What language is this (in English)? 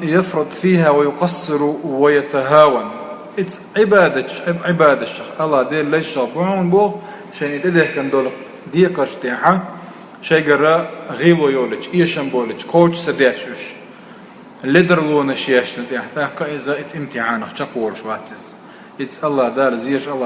Chechen